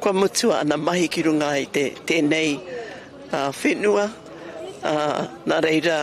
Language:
Māori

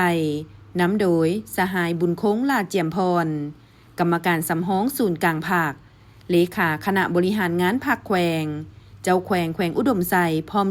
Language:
Lao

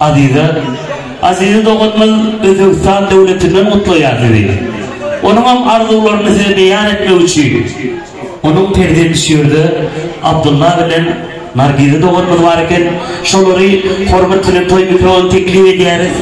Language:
Turkmen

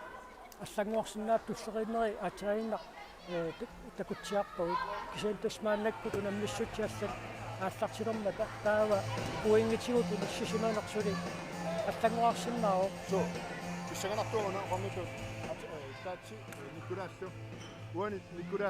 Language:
Kalaallisut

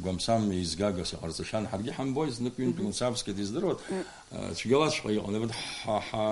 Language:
Abkhazian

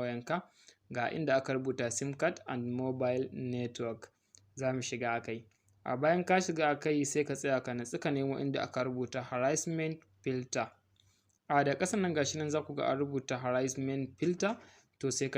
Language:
Hausa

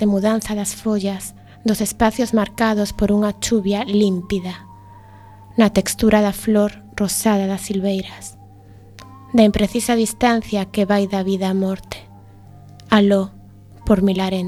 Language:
Galician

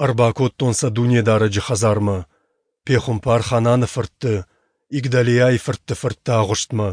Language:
Ossetic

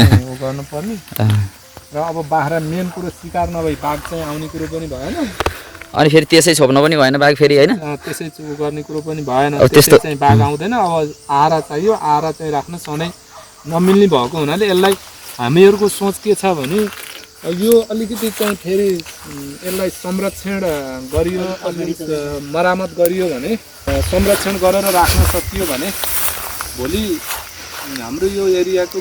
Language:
Nepali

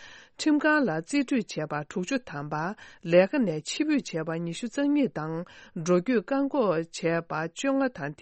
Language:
Tibetan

